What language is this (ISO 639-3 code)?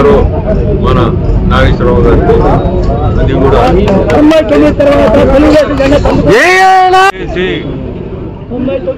tel